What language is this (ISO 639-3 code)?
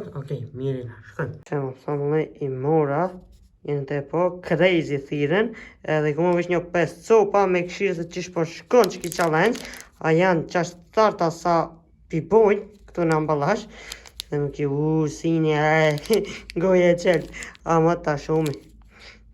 sqi